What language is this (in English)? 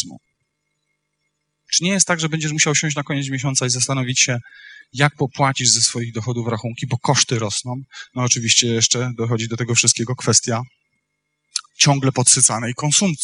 Polish